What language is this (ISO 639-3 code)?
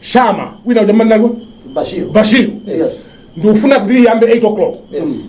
nya